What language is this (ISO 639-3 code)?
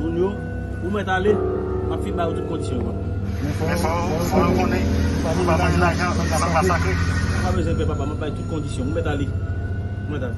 hat